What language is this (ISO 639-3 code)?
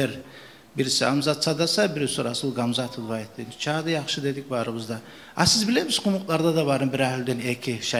kum